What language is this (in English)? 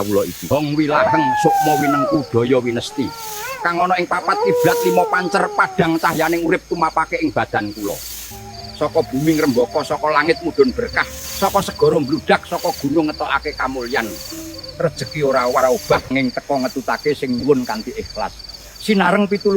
Javanese